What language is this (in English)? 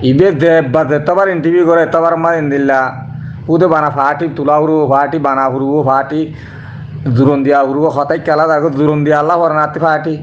Rohingya